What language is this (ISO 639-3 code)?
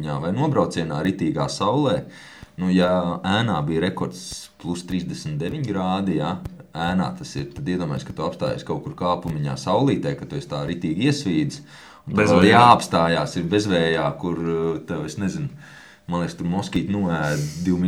lav